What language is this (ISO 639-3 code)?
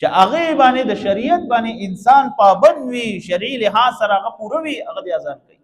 pus